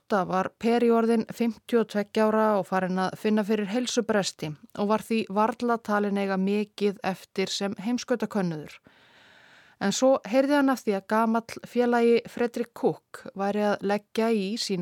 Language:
Icelandic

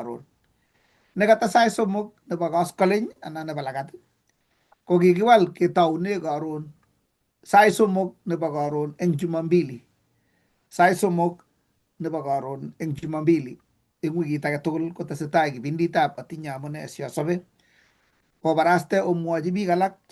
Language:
Kalenjin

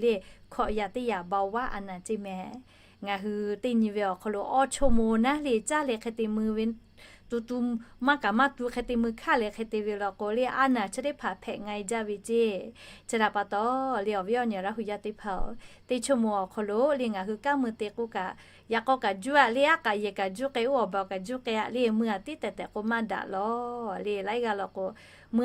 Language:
Lahu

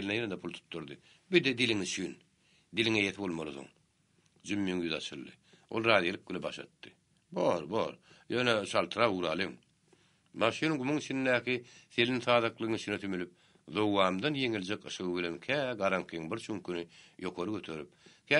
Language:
Turkmen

